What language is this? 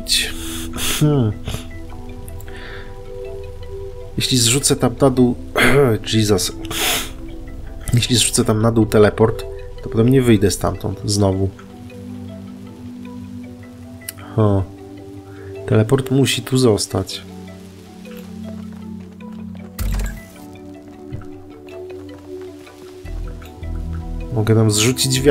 Polish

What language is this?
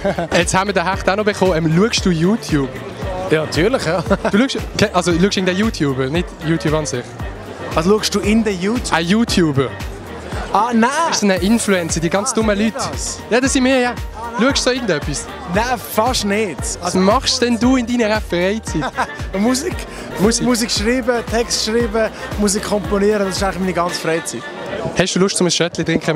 Swiss German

